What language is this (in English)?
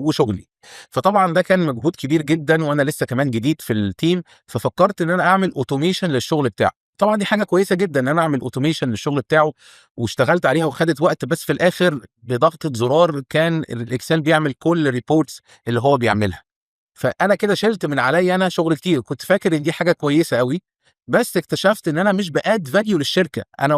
Egyptian Arabic